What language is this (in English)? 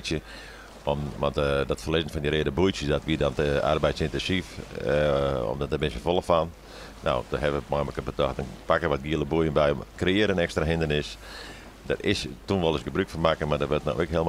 Western Frisian